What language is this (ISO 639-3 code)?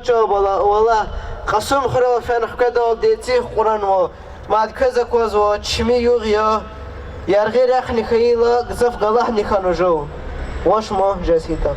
lez